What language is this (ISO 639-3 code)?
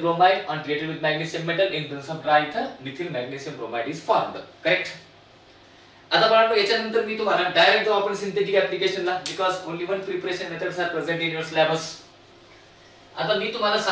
mar